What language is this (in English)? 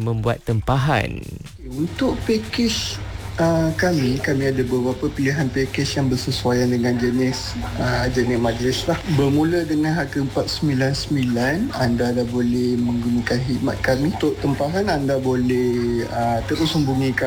Malay